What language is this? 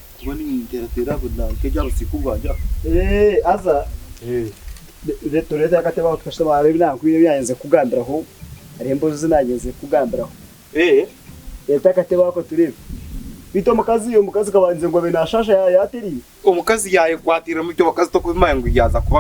Nyankole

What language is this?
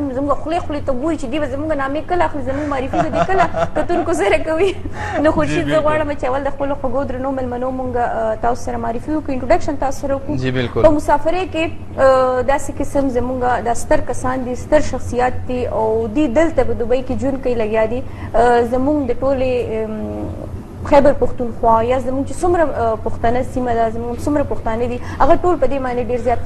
Pashto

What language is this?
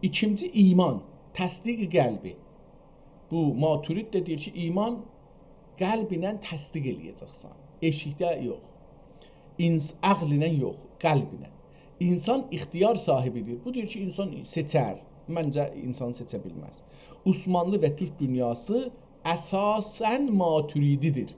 South Azerbaijani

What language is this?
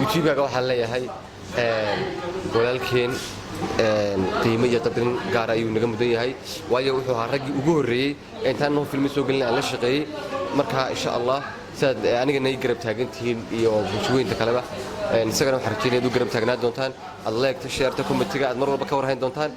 Somali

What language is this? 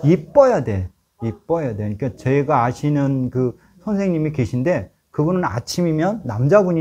Korean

